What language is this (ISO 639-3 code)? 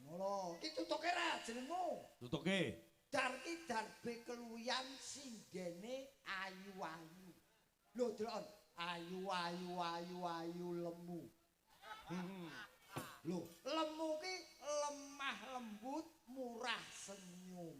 jav